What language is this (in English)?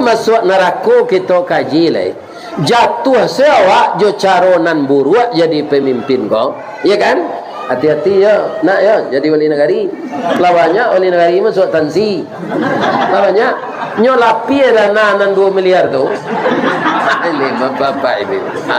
Minangkabau